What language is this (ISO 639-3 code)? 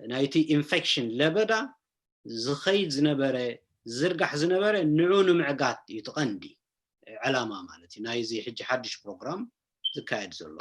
tir